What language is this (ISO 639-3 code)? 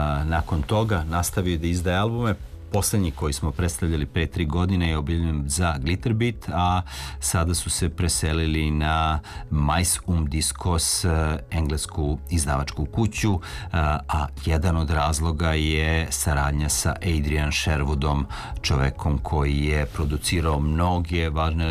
srp